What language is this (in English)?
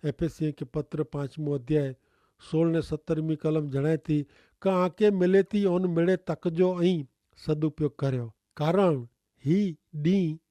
Kachhi